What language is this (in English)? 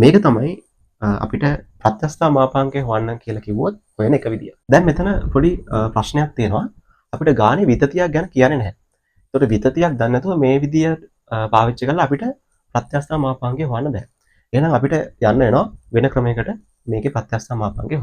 Sinhala